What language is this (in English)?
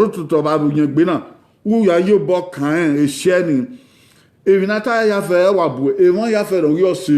Bini